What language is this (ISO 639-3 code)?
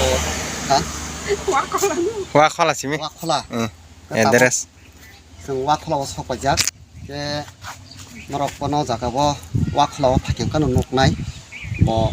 trp